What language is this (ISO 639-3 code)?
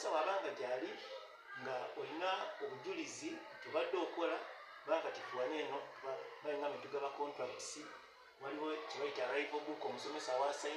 lug